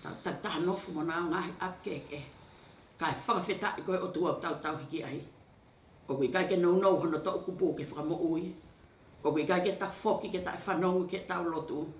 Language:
Tongan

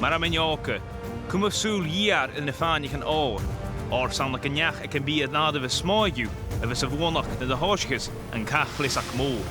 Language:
Scottish Gaelic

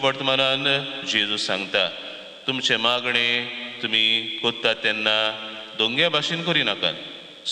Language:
Konkani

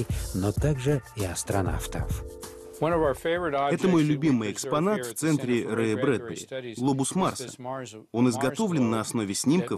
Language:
Russian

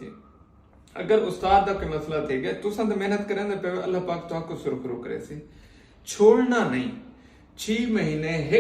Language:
Saraiki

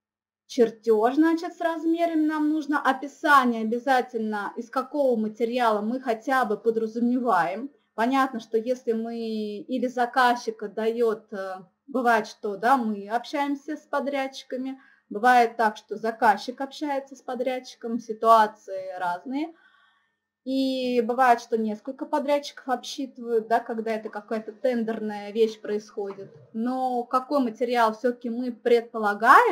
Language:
Russian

